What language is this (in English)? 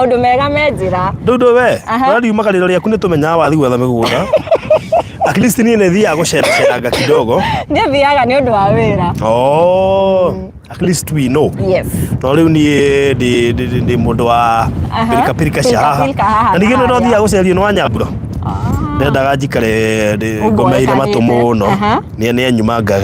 Kikuyu